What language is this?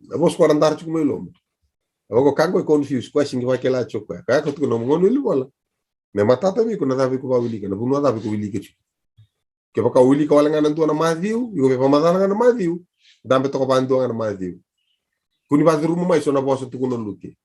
Fijian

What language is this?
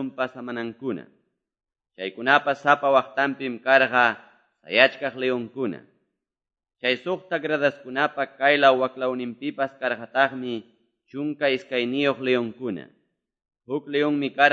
Quechua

